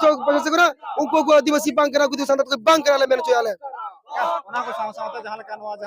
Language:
Santali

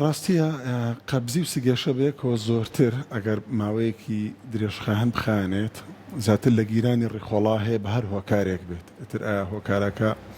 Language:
Central Kurdish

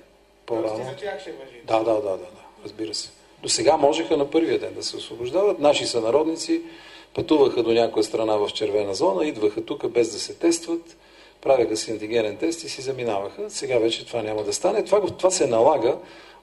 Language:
Bulgarian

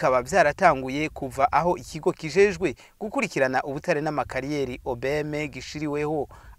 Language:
Rundi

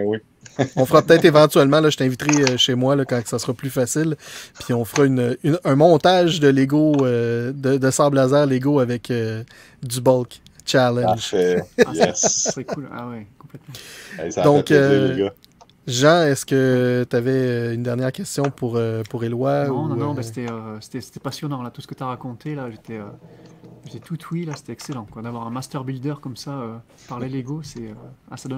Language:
French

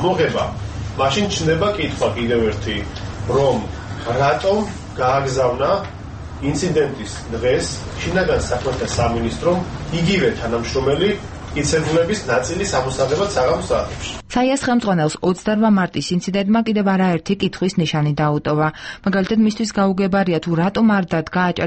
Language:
Georgian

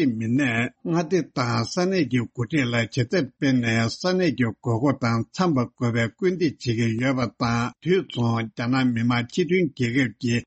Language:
Tibetan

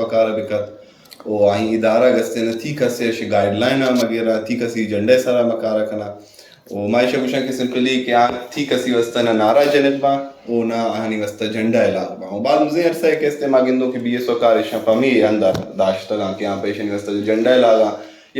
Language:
Brahui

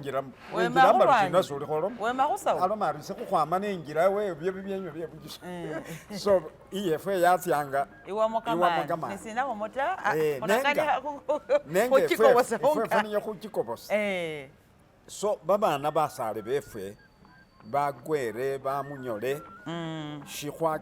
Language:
Masaaba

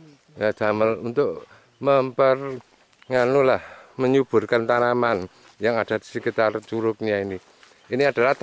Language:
Javanese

